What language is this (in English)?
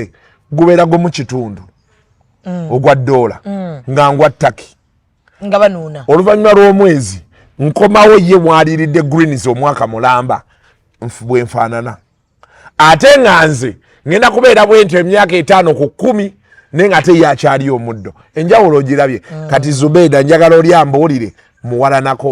Ganda